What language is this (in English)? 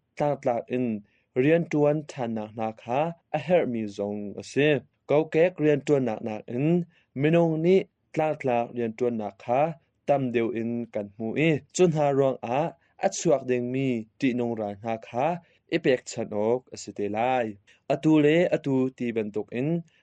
Hakha Chin